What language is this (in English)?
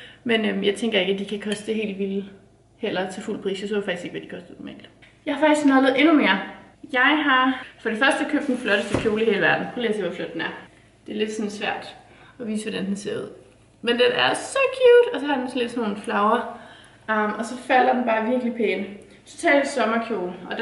Danish